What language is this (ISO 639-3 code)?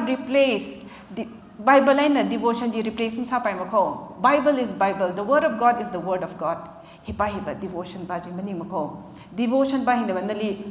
nmf